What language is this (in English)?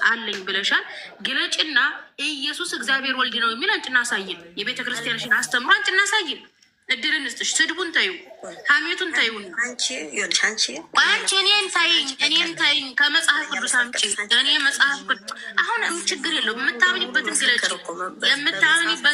Amharic